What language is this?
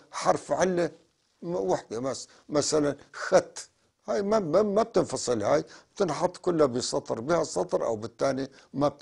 North Levantine Arabic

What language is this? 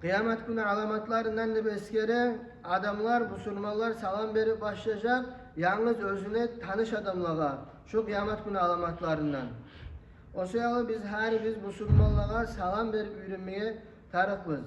Kumyk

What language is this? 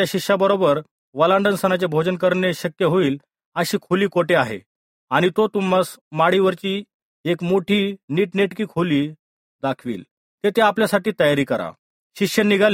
Marathi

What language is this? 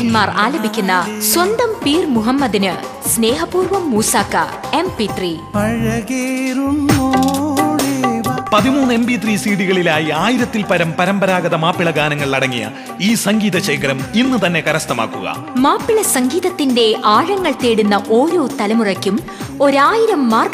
Malayalam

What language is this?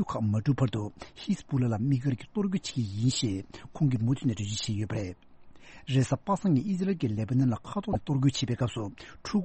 Tibetan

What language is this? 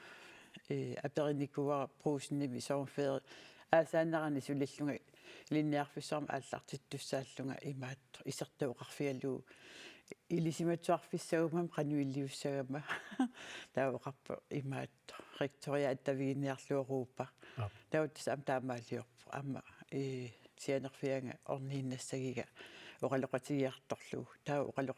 Kalaallisut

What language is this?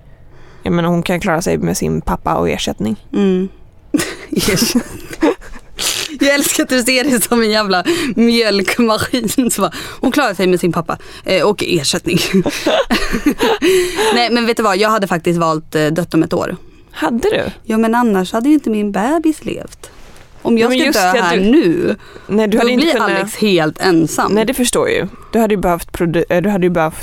Swedish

